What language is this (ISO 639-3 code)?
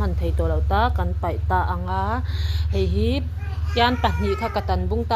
lus